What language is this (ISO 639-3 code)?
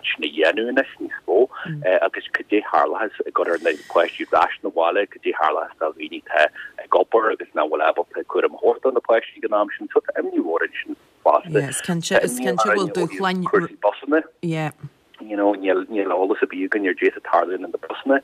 gle